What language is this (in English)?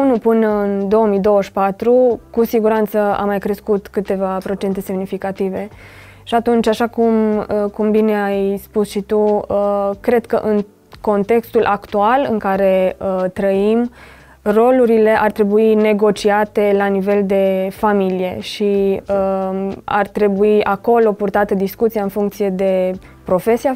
Romanian